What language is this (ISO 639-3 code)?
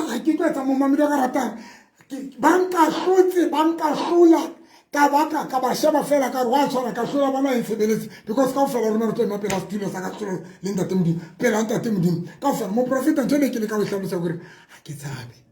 sot